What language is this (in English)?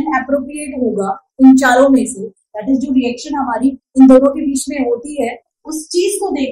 Hindi